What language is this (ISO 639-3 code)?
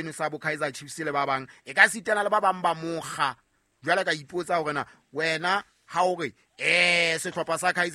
sot